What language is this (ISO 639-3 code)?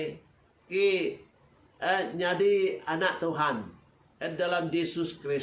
iba